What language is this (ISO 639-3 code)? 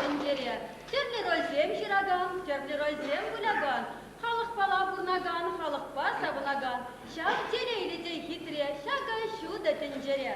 chv